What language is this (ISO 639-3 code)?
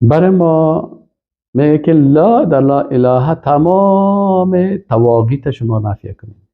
fas